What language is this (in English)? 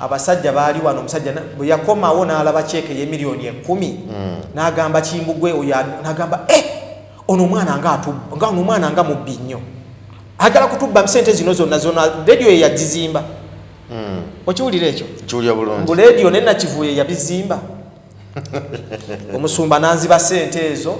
Ganda